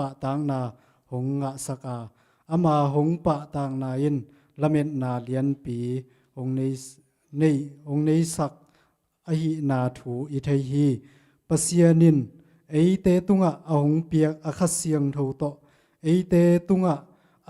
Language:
Tedim Chin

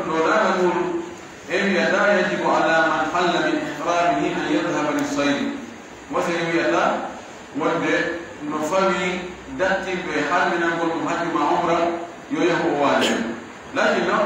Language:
Pular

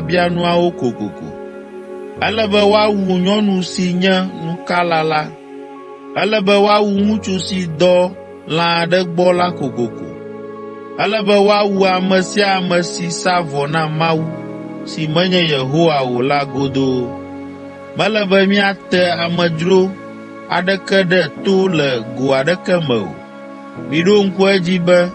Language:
Ewe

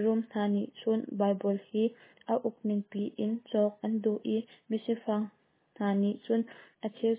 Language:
Hakha Chin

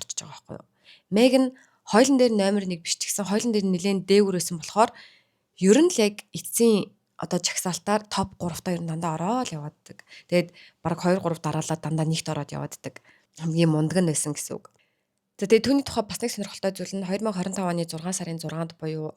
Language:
Mongolian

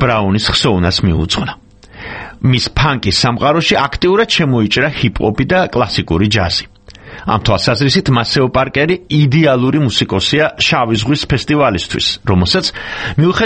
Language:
Georgian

